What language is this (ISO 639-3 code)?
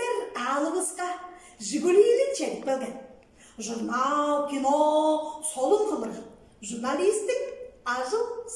tyv